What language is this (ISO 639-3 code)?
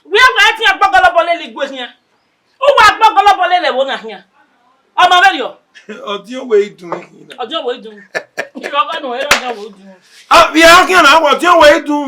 bin